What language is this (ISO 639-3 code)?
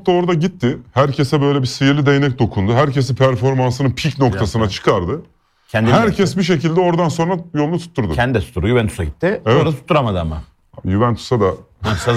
tur